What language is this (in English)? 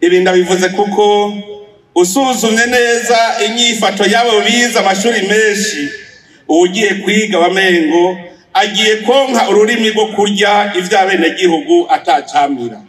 Rundi